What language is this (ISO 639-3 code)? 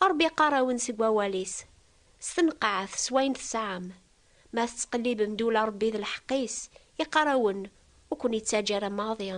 kab